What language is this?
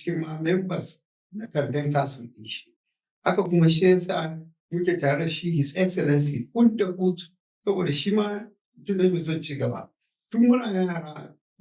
Hausa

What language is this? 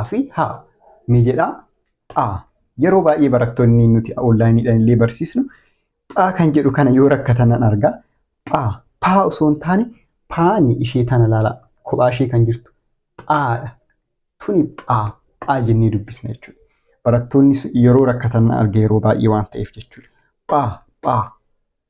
Oromo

